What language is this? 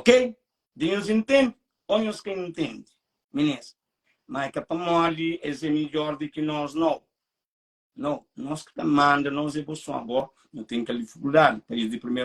Kabuverdianu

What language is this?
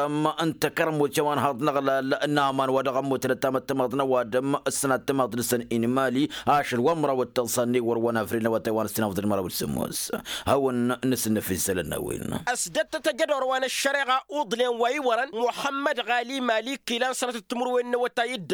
Tamasheq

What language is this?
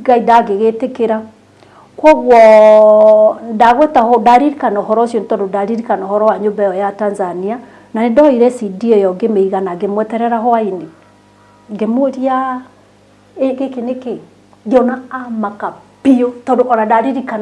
Kikuyu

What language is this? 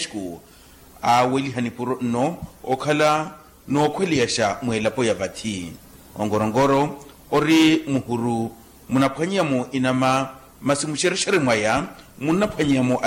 Makhuwa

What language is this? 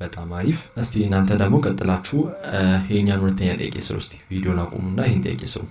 Amharic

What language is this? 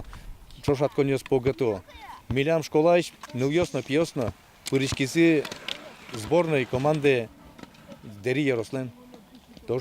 Udmurt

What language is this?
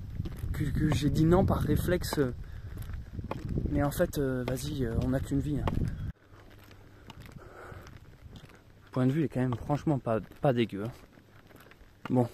French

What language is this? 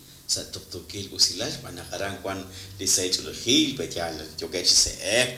Kekchí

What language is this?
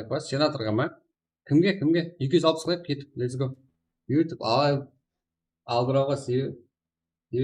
Kara-Kalpak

